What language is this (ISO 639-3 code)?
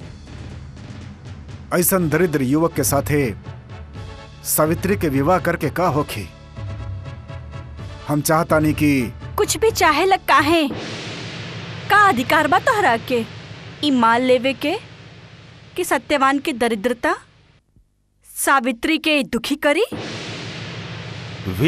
bho